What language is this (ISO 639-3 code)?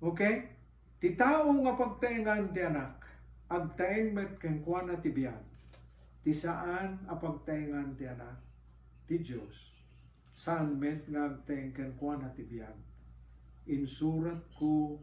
ilo